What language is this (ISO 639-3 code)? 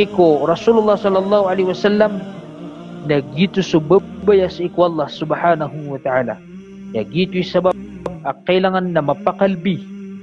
mrw